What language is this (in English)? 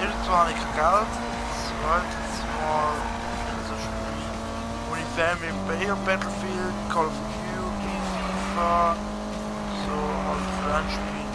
Swiss German